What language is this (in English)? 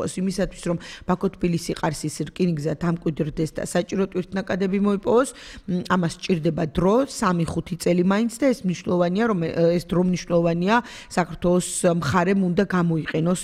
Georgian